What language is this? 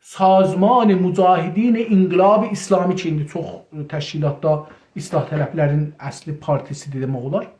South Azerbaijani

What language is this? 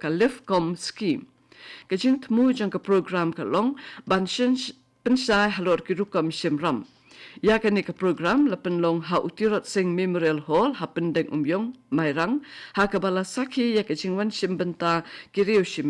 Khasi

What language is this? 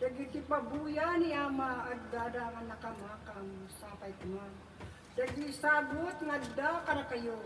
Iloko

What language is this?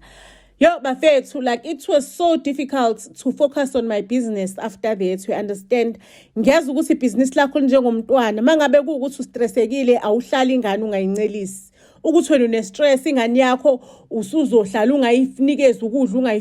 Zulu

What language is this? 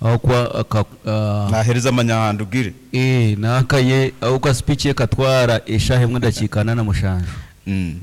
Nyoro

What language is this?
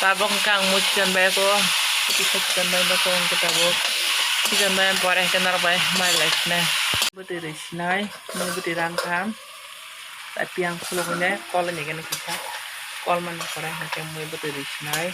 Kok Borok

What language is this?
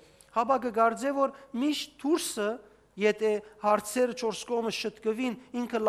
Western Armenian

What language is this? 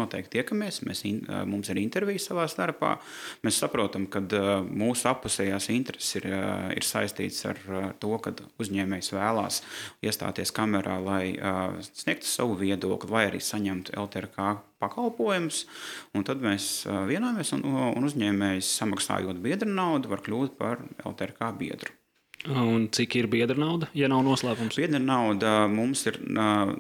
Latvian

